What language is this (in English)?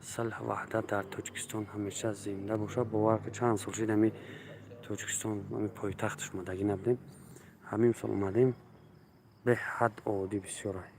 Tajik